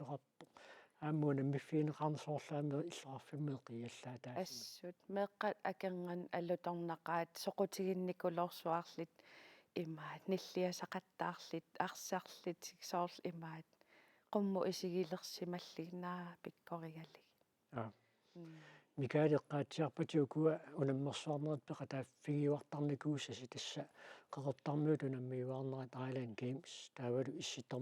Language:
Kalaallisut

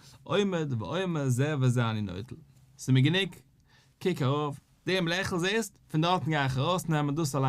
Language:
Yiddish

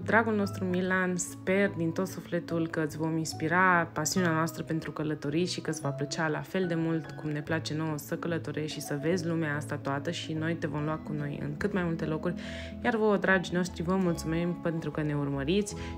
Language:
Romanian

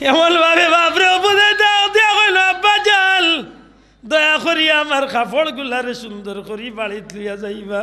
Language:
Sylheti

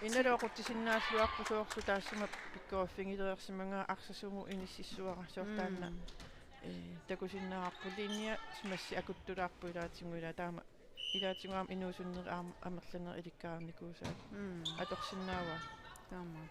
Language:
Kalaallisut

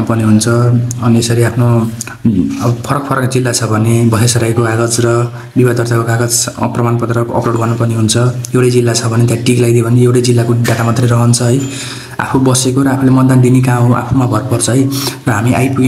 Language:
Nepali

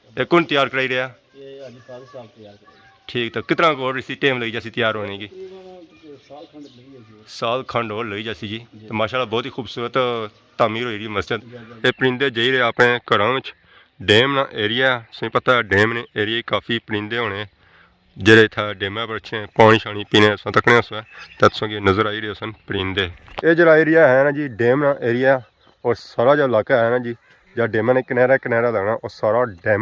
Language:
Pahari-Potwari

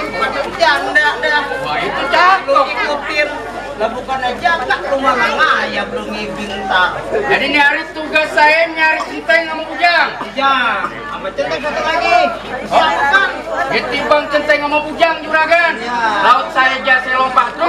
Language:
Betawi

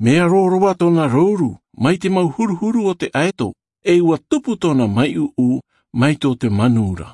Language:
Tahitian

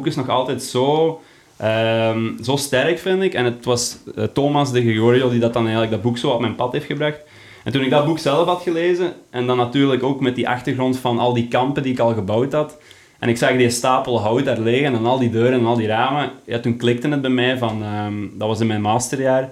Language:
Dutch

